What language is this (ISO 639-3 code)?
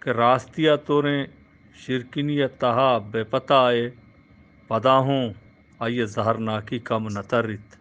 bgp